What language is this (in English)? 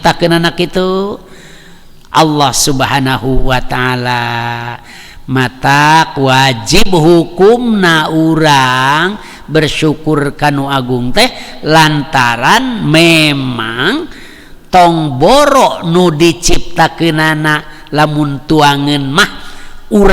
Sundanese